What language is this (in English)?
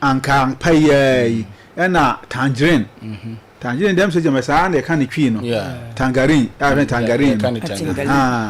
Akan